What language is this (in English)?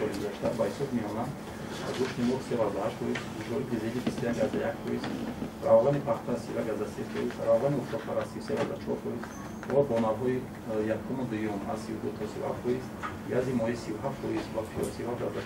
Tajik